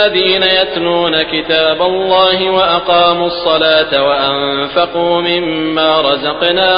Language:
Malayalam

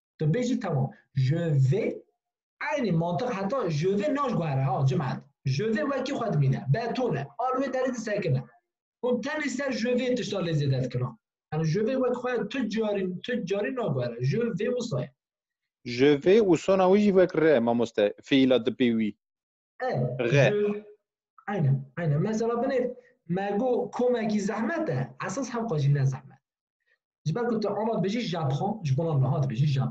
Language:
Kurdish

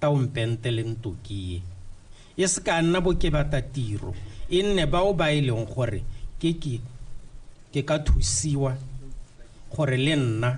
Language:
Tswana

